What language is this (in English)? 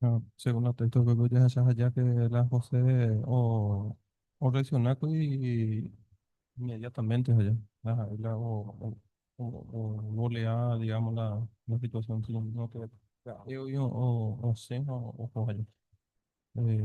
Guarani